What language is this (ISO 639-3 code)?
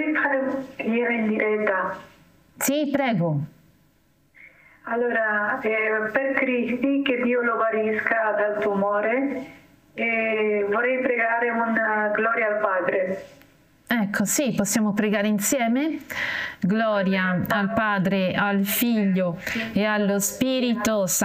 ita